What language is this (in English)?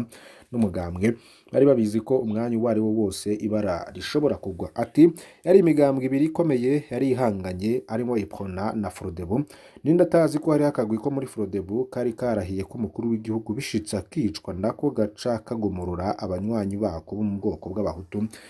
Rundi